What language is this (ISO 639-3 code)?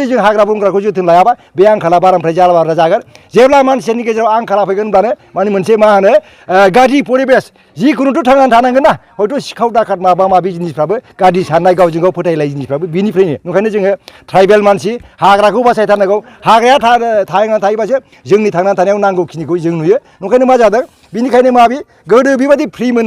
brx